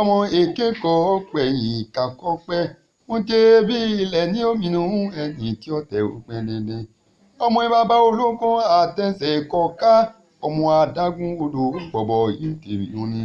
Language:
Yoruba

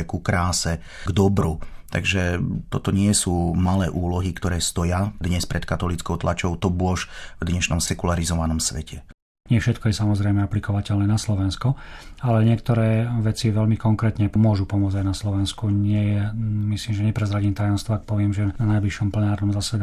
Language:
Slovak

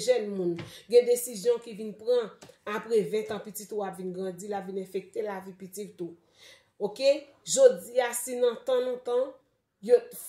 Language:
Haitian Creole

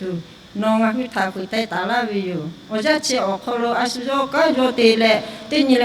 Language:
Lahu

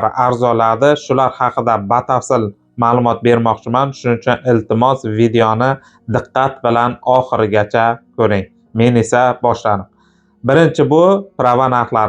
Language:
Uzbek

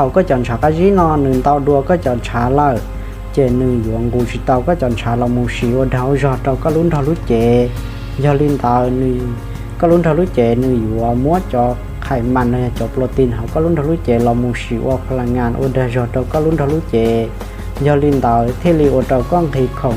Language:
Hmong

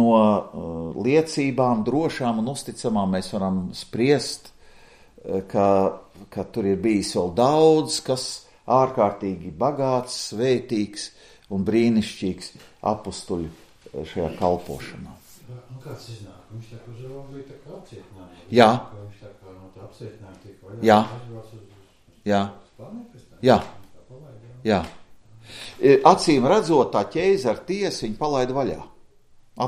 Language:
Latvian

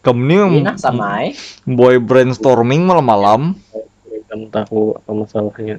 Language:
Banjar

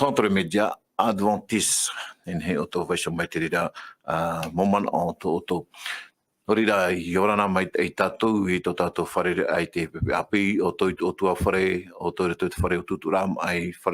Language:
Tahitian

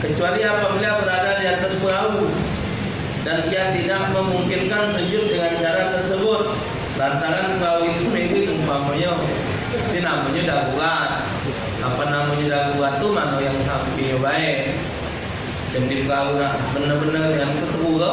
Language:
Musi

